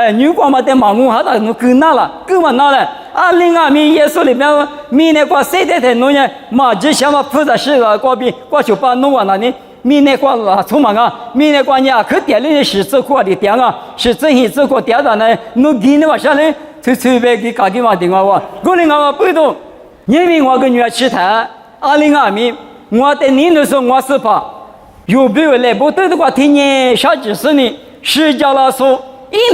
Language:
Lisu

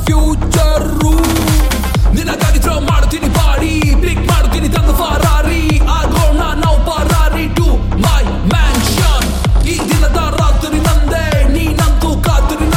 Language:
Kannada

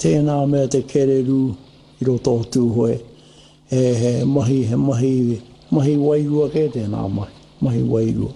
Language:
Māori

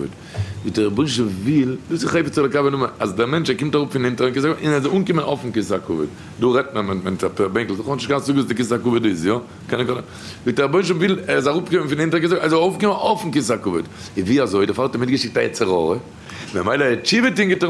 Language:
Yiddish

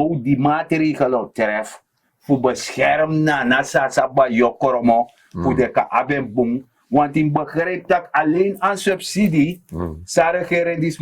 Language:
Sranan Tongo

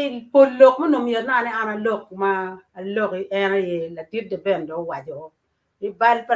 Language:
Acoli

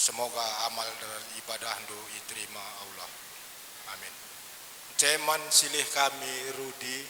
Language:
Batak Karo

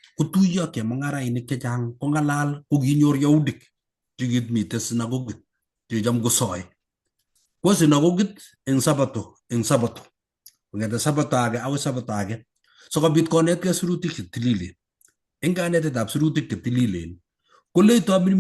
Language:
Kalenjin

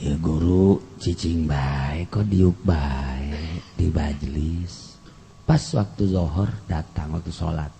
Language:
Sundanese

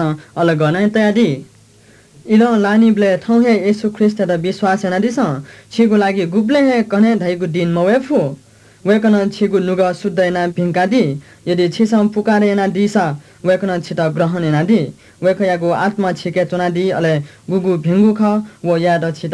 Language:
Newari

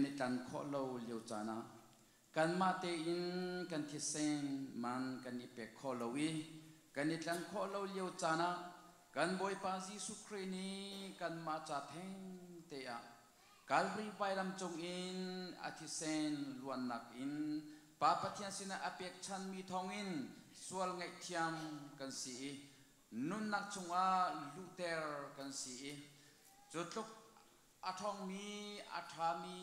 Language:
Hakha Chin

